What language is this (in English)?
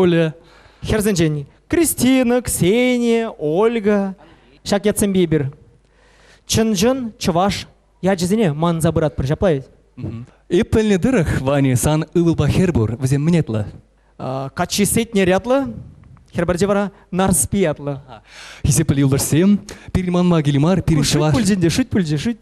Chuvash